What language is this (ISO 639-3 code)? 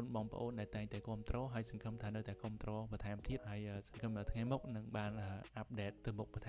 khm